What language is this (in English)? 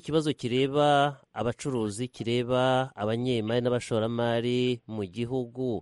Kinyarwanda